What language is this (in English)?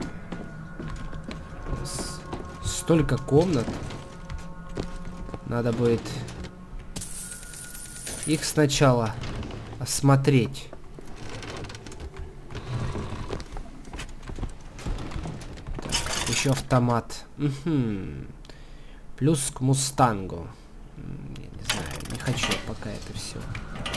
Russian